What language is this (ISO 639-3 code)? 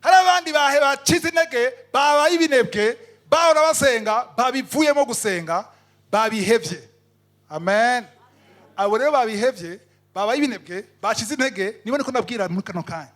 run